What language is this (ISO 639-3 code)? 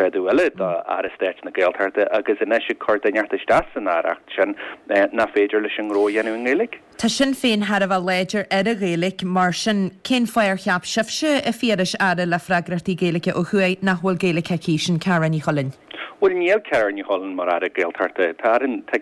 gle